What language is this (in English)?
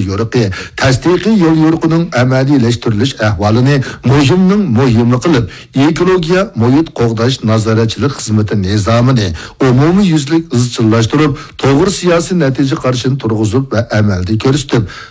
Uyghur